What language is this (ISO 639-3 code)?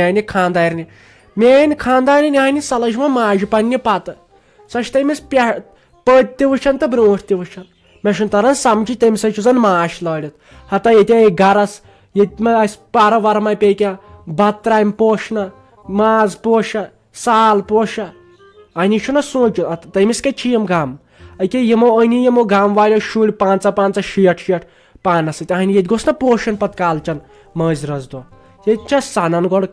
kas